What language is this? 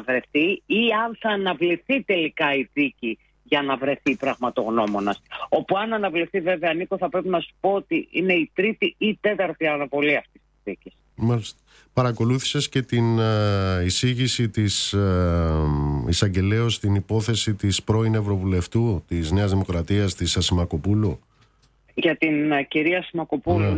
Greek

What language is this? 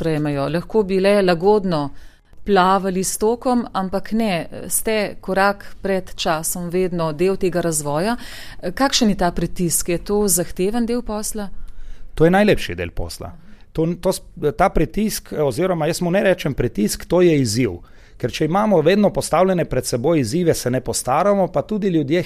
Slovenian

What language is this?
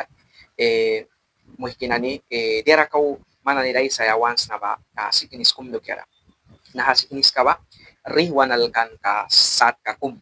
Mískito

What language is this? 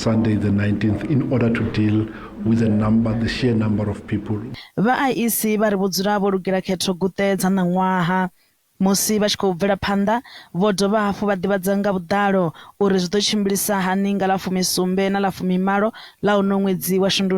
Venda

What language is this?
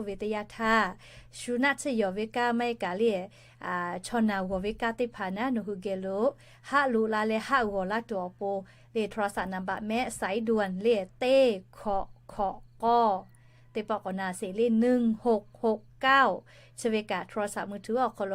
Lahu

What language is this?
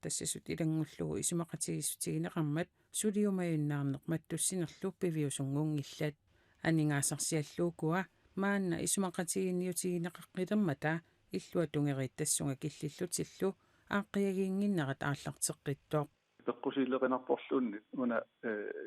Kalaallisut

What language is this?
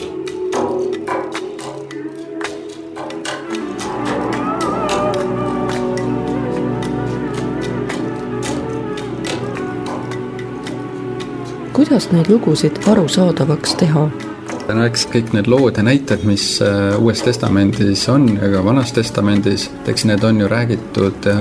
Estonian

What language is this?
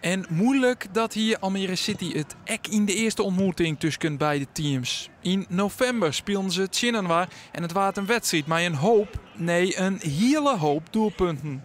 Western Frisian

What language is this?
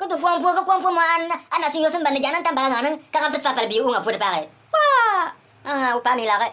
Bimoba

